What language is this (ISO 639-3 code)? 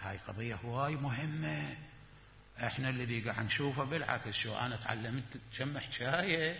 acm